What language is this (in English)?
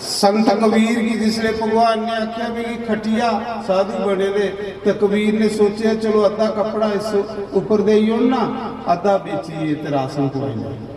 Dogri